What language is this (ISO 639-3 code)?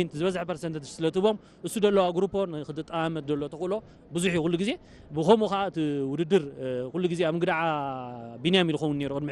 tir